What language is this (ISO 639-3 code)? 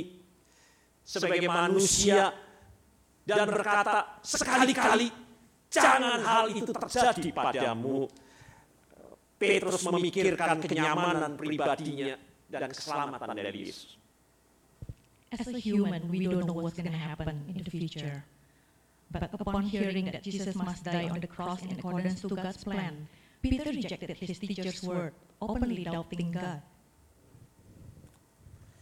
ind